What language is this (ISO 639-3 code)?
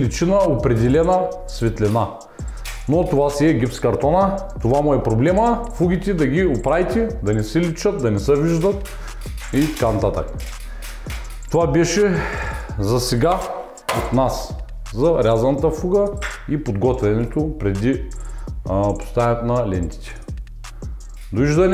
bul